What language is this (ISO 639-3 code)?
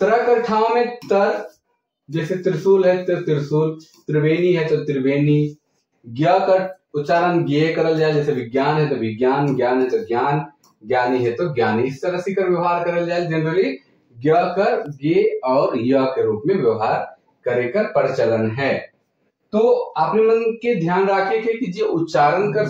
sck